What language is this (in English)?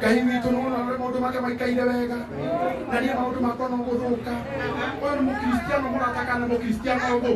Kikuyu